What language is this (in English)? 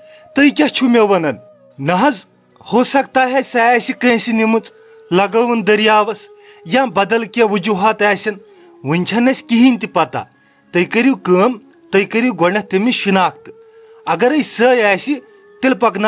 Kashmiri